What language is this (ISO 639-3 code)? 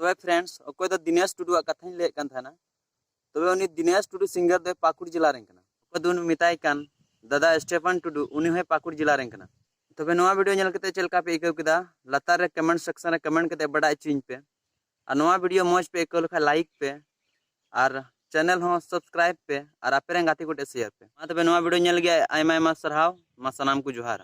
sat